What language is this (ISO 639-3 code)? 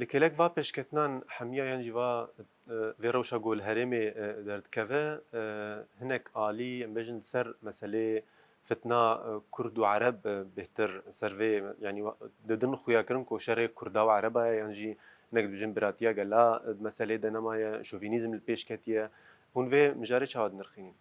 kur